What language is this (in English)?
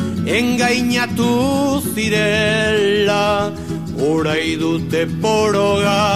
Basque